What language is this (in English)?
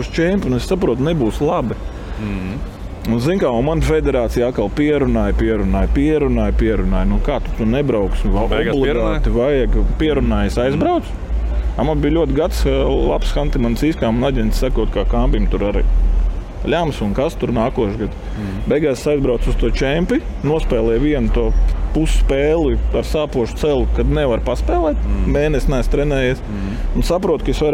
Latvian